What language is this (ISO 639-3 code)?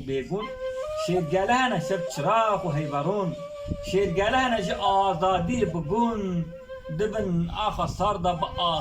kur